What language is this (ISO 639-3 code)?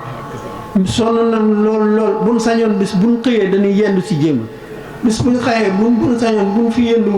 wol